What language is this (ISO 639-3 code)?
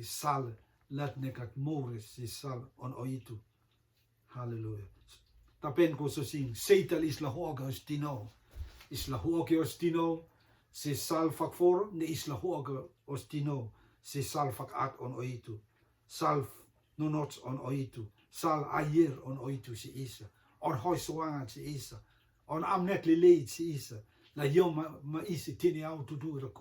rtm